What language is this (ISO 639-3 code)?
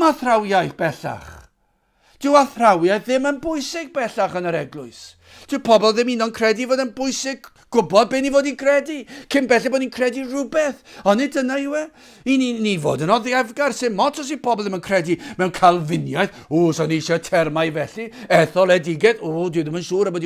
cym